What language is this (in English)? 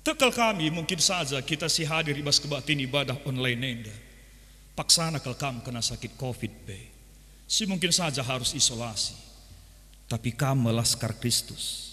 Batak Karo